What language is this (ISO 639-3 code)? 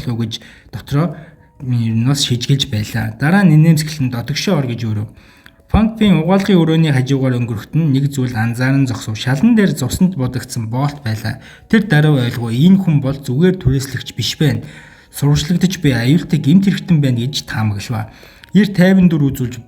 mon